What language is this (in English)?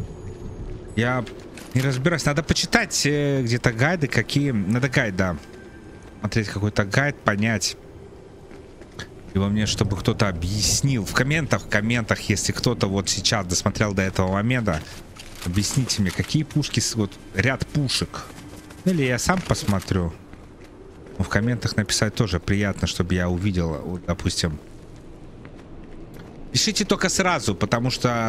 Russian